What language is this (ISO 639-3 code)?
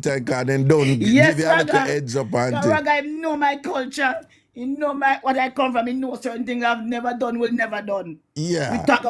jam